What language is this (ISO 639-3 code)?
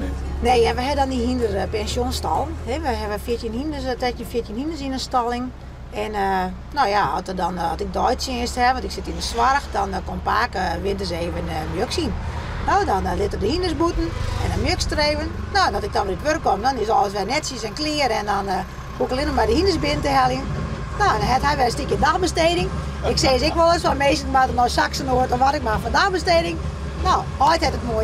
fry